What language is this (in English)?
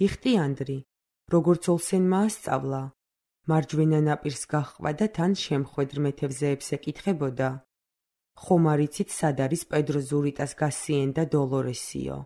Georgian